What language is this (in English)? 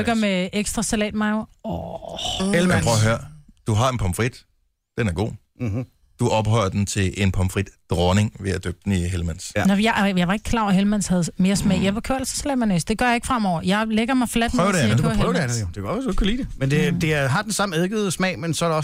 Danish